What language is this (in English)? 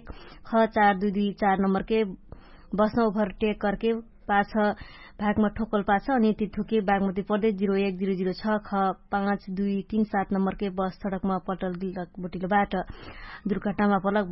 Dangaura Tharu